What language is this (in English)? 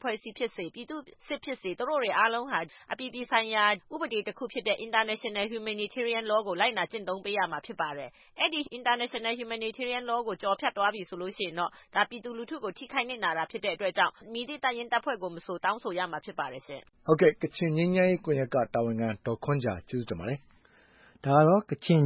Burmese